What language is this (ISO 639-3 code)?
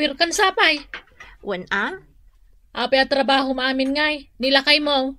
ilo